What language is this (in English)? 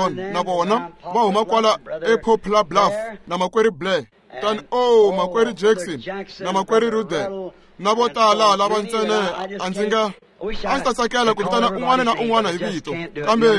Tsonga